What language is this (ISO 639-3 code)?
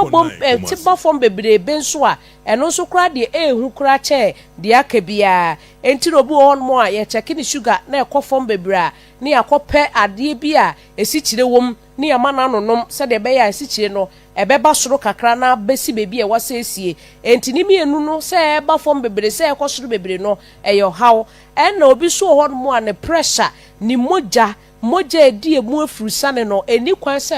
aka